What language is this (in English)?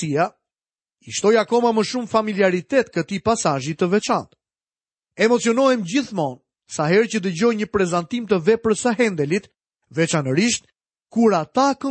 Albanian